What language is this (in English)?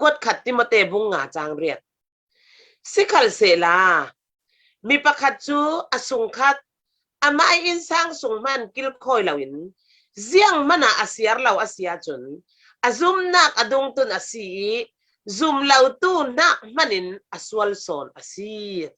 Falam Chin